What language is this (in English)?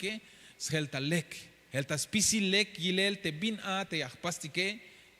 Tzeltal